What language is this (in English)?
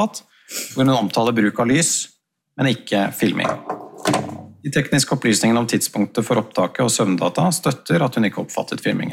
Norwegian